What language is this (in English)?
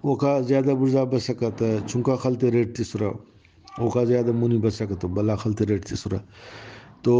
Brahui